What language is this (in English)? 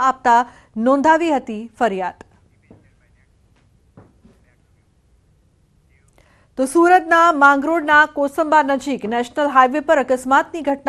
Gujarati